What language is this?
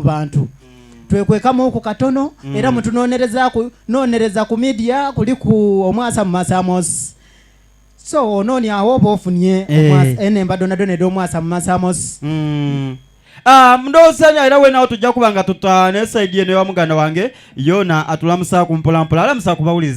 Soga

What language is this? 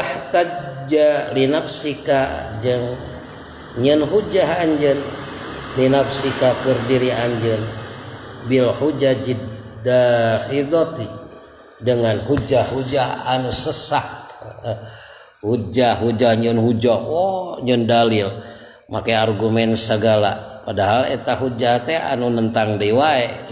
Sundanese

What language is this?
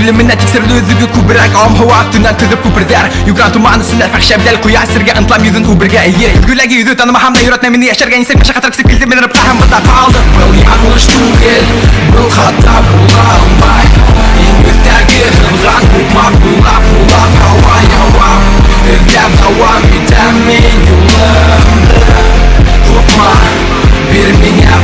Bashkir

